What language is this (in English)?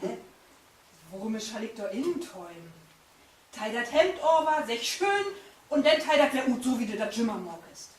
Low German